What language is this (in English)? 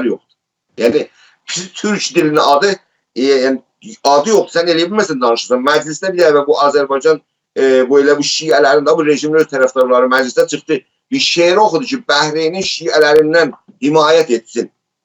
South Azerbaijani